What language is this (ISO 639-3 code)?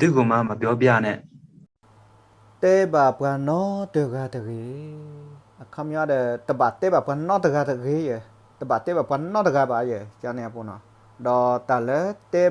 ksw